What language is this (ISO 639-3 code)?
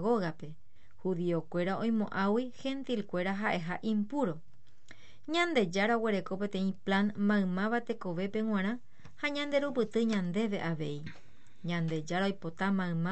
grn